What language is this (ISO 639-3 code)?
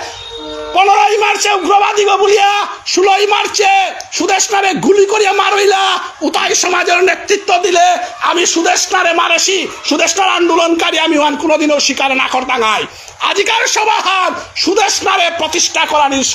bpy